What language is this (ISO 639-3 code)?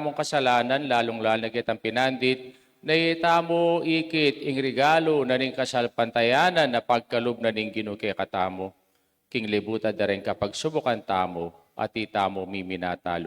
pam